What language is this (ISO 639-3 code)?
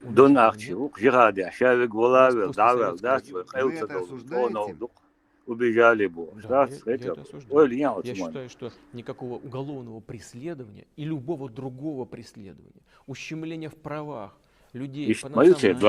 che